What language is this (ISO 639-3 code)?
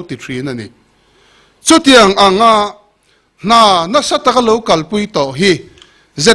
lus